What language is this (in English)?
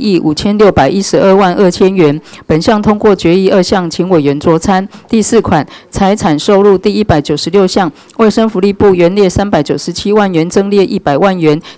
Chinese